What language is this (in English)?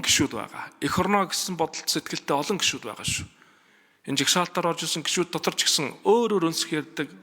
Mongolian